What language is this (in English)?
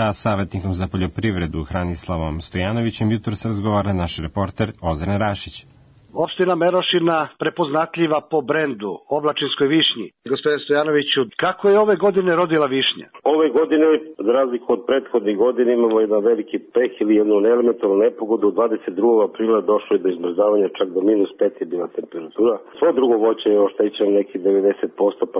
Serbian